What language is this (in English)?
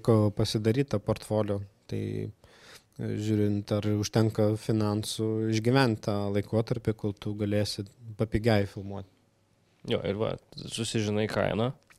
Lithuanian